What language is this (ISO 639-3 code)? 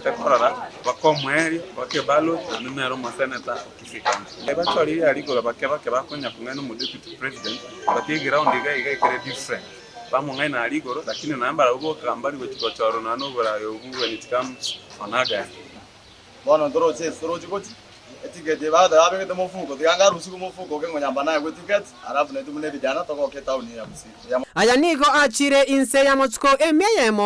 guz